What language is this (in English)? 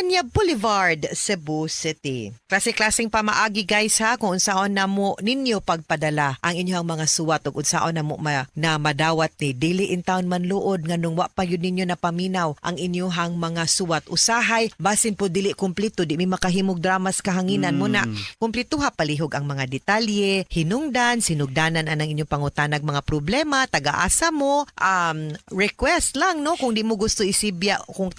Cebuano